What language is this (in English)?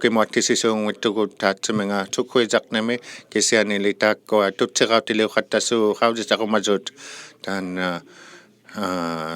Inuktitut